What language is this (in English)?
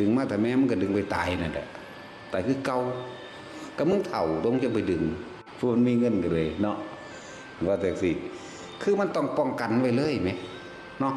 Northeastern Thai